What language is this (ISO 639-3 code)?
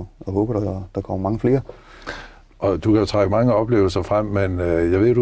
dan